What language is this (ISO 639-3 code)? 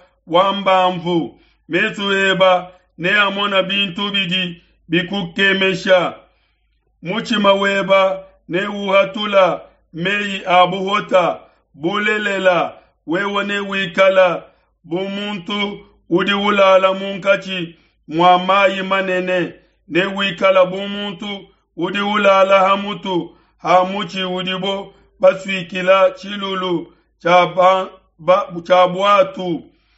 lua